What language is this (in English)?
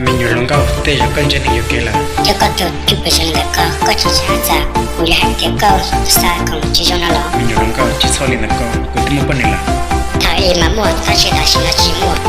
Hmong